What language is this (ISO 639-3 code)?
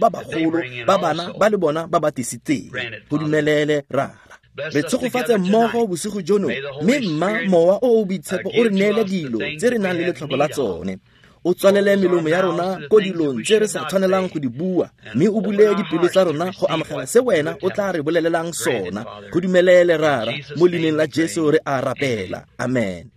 tsn